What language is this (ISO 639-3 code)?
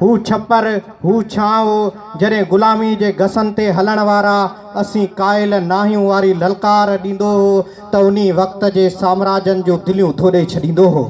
snd